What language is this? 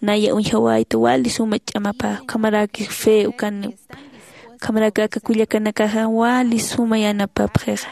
Aymara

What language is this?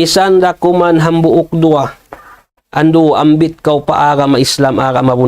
Tausug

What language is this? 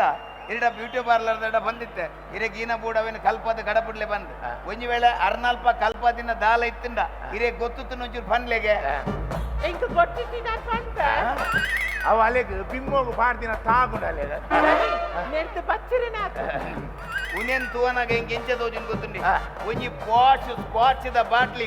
Tulu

